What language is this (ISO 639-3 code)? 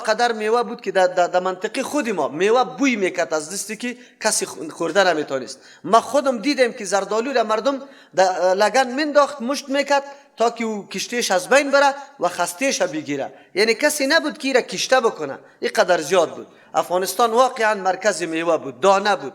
fas